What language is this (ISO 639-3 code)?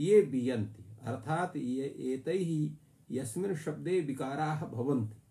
san